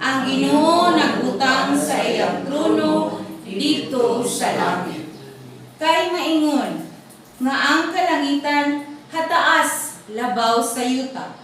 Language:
Cebuano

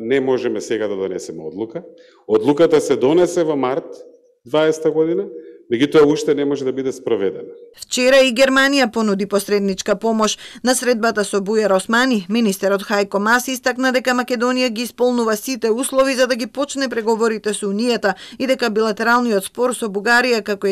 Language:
Macedonian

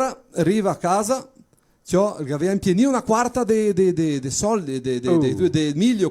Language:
Venetian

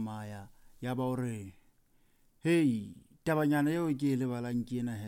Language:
Southern Sotho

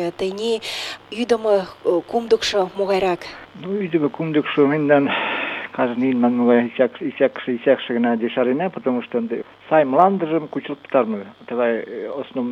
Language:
Mari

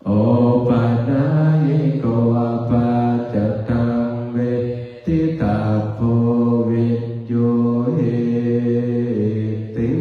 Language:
Pali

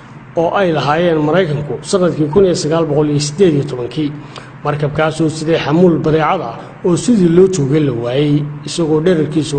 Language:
Somali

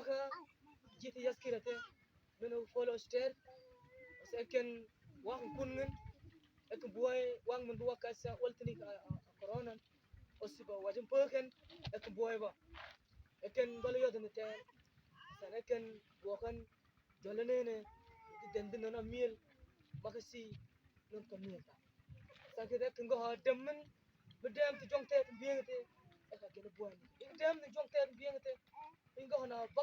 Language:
Mabaan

